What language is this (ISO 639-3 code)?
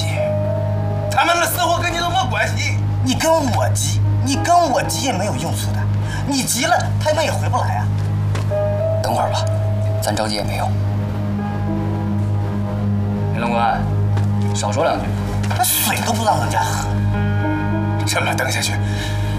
zho